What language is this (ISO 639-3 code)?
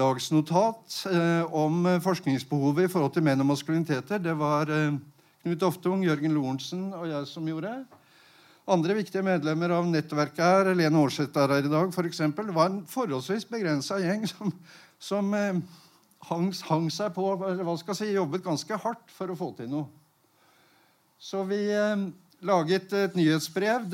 nor